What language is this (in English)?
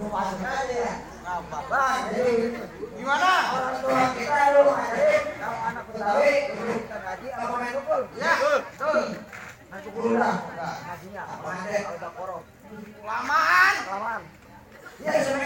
Betawi